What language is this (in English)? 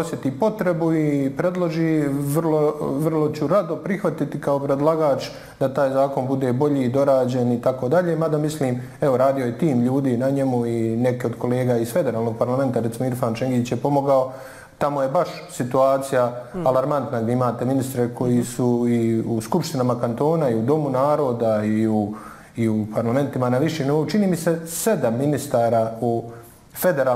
Bosnian